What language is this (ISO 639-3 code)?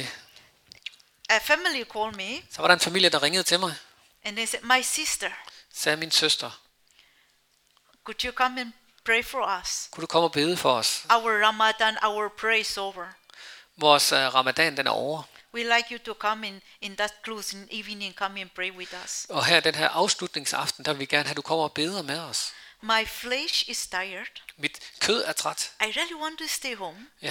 dan